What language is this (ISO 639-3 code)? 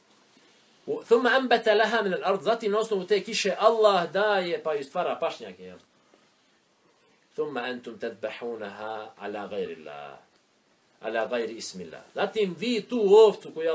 bos